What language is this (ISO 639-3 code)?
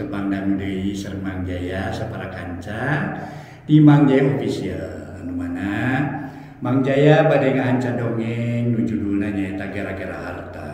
sun